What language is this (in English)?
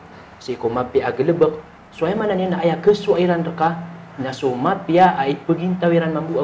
Maranao